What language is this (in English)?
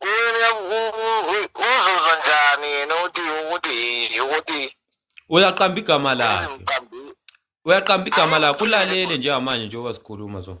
Zulu